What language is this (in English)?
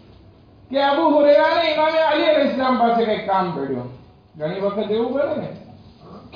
Gujarati